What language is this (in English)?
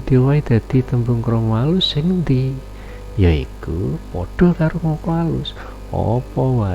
Javanese